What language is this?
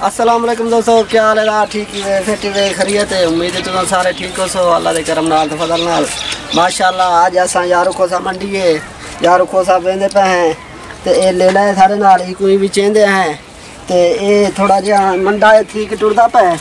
Saraiki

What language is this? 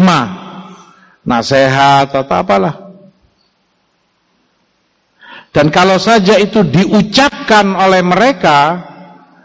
Indonesian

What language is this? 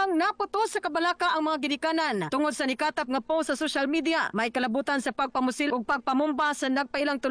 Cebuano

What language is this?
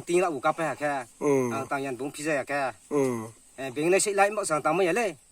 Riang (India)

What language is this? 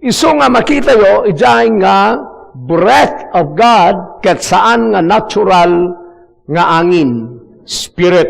Iloko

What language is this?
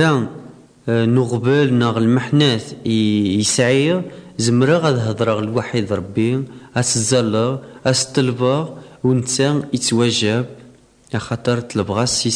Kabyle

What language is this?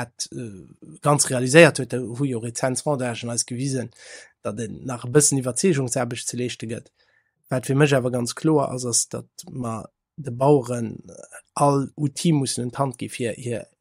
Luxembourgish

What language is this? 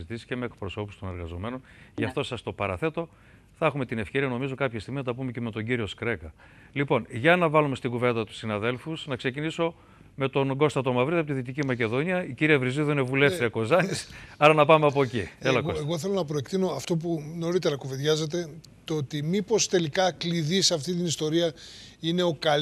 Greek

